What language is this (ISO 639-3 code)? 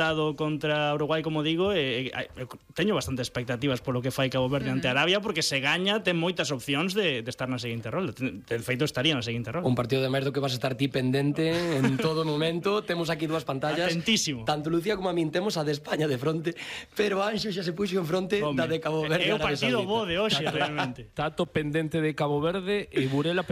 glg